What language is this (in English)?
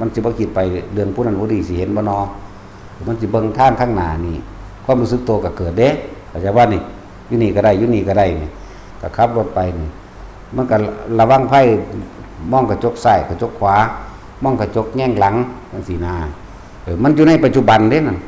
Northeastern Thai